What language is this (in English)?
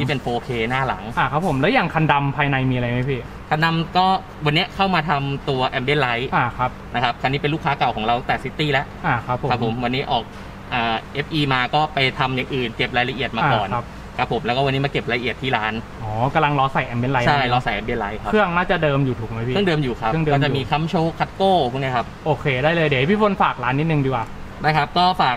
Thai